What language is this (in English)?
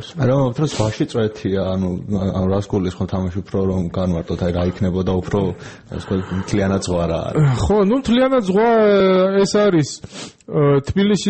Georgian